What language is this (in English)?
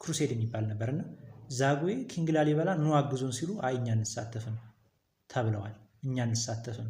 Amharic